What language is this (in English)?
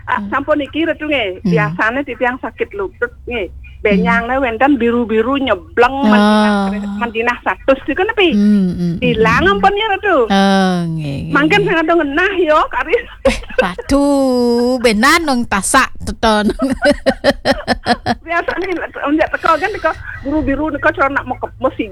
Balinese